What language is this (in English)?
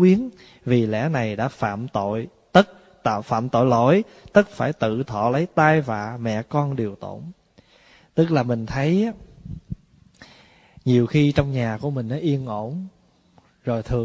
Vietnamese